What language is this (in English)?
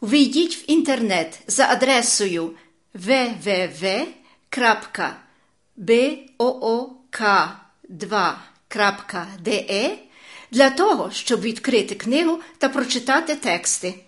Ukrainian